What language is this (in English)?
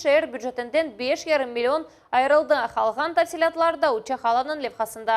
Crimean Tatar